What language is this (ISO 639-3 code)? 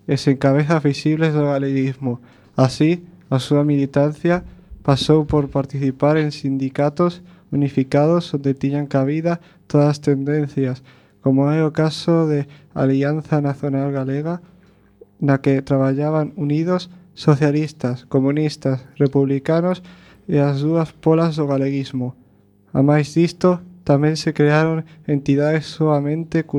glg